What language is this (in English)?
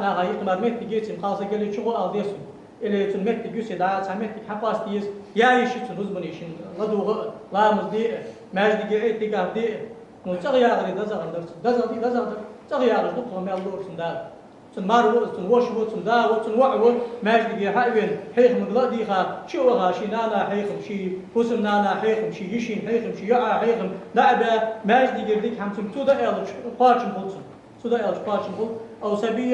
Ingush